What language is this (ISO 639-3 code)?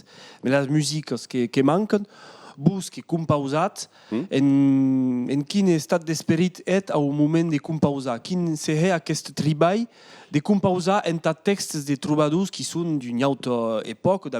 oci